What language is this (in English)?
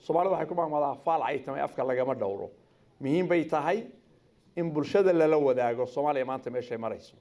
Somali